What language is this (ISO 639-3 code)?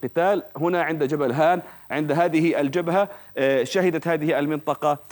ara